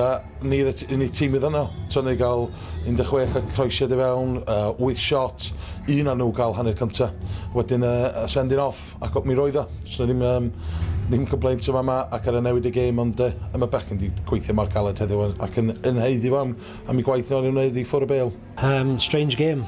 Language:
Welsh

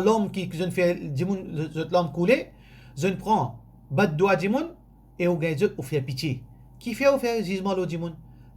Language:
Morisyen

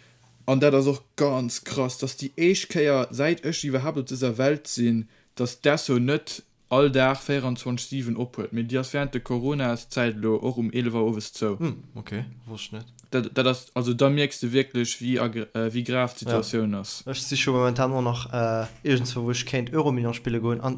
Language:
Luxembourgish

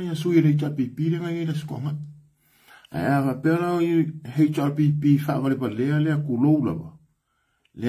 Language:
Samoan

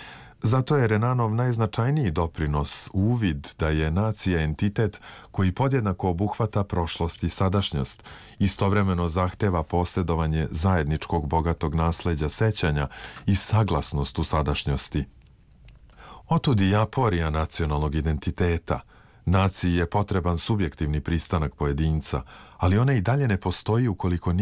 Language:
Serbian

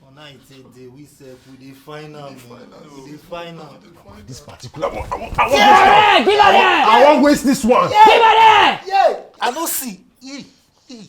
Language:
Nigerian Pidgin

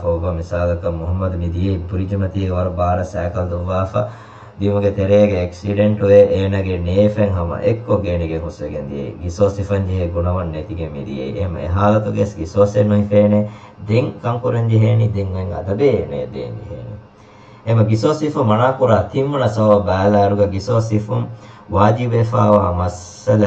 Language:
Divehi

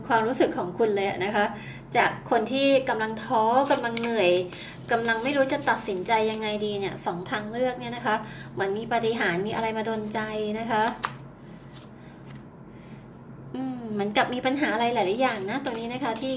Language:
Thai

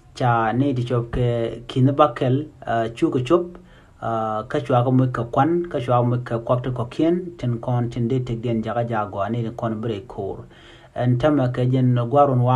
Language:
Nuer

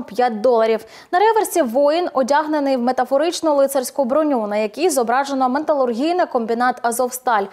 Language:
Ukrainian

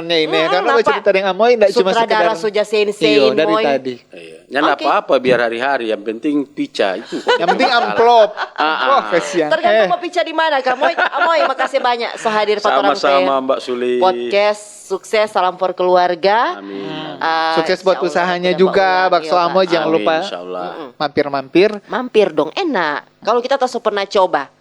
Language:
Manado Malay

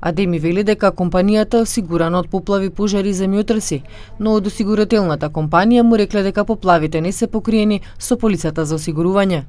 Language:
Macedonian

